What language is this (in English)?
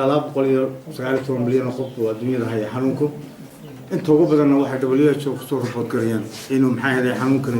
Somali